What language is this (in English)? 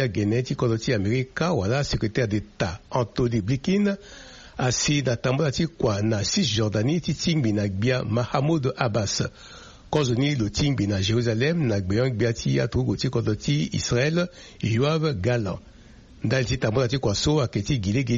Sango